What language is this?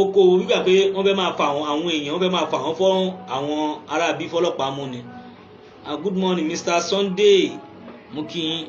Yoruba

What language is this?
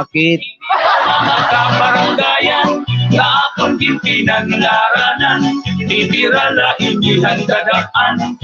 Waray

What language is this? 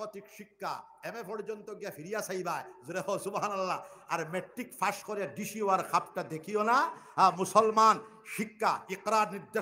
Sylheti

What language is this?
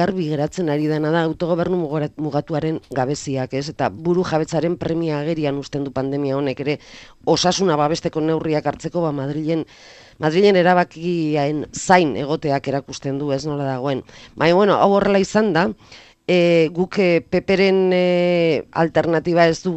Basque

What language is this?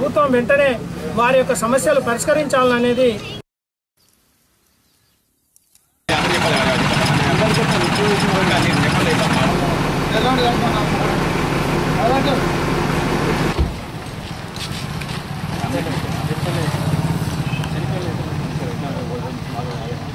Telugu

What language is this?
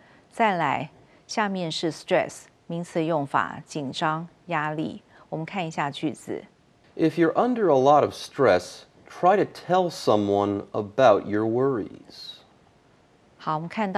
Chinese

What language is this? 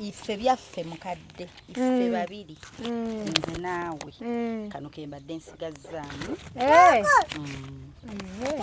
Ganda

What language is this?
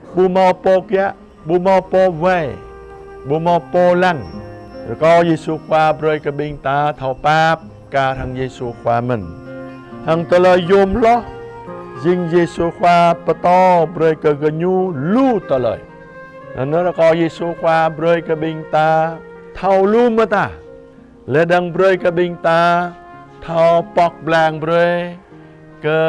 Jarai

